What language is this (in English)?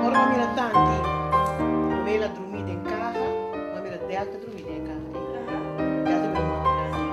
Papiamento